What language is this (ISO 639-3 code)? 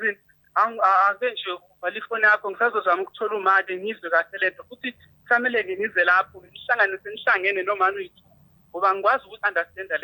zul